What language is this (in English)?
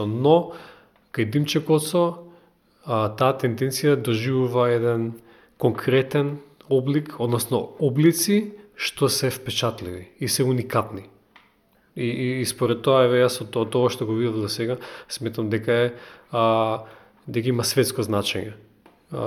Macedonian